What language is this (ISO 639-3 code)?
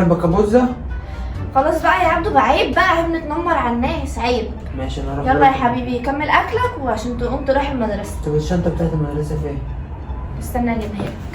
arz